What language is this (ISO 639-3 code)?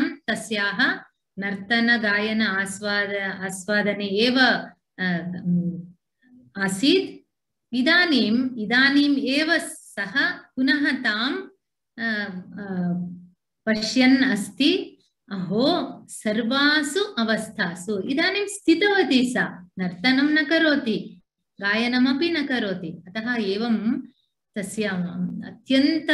san